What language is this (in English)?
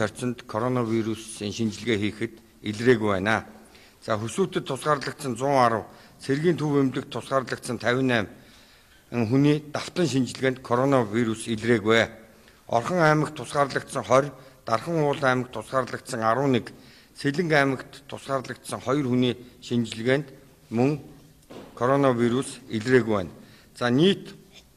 Mongolian